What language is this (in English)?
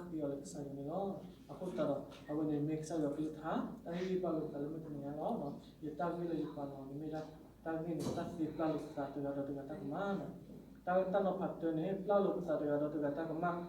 S'gaw Karen